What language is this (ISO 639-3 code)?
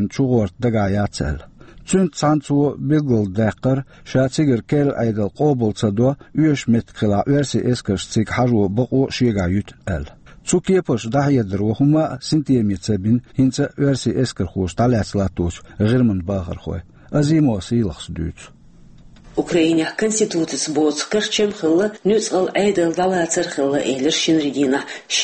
che